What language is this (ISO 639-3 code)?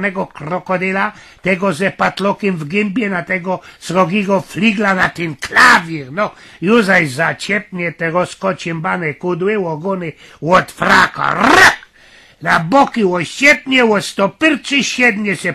szl